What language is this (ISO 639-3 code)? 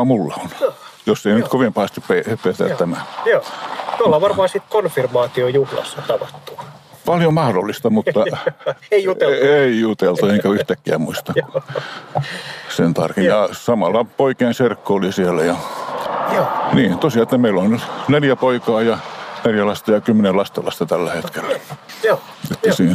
fin